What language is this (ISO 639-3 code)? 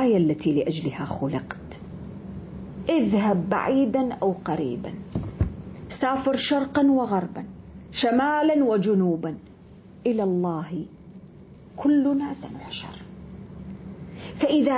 ara